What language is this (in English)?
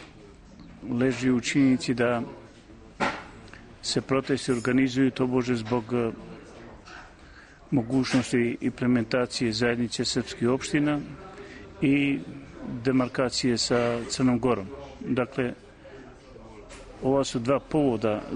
Serbian